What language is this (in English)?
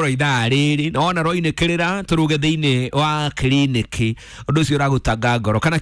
Kikuyu